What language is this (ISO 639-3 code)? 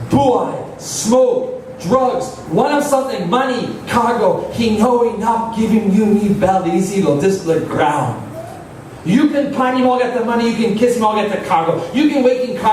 tpi